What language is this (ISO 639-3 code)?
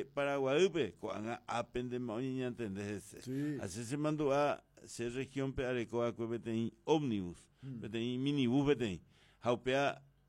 grn